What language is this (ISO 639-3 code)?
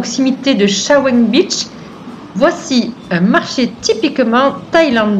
fra